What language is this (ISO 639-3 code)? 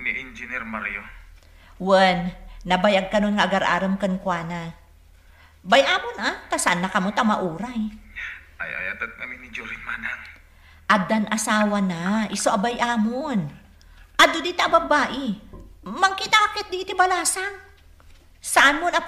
ilo